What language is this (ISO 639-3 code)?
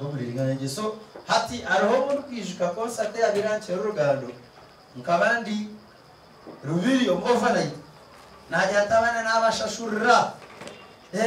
nyn